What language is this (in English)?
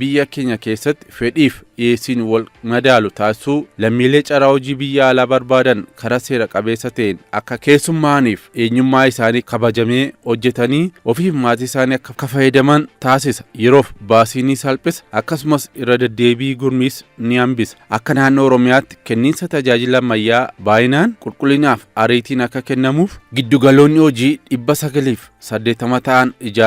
Oromo